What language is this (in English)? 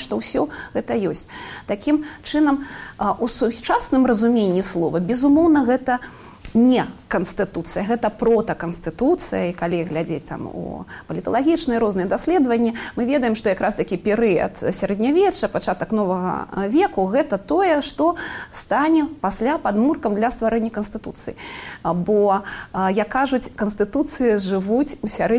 Belarusian